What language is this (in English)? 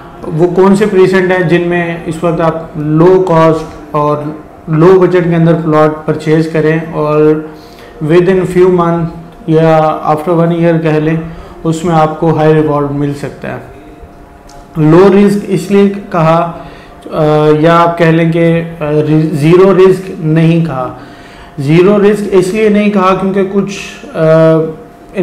Hindi